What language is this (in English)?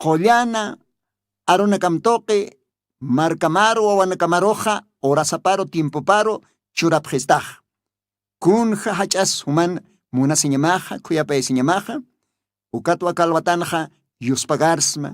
Aymara